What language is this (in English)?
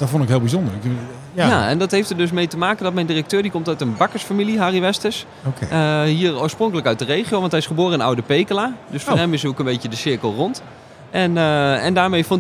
Dutch